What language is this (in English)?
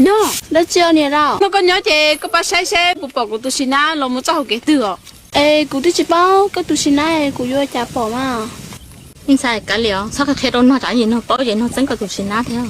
Hmong